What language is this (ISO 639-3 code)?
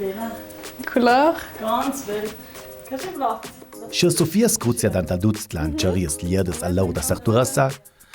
lld